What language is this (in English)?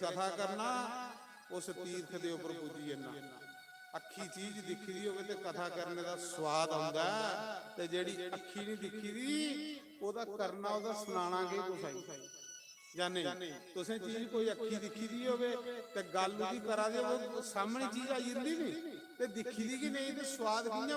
Dogri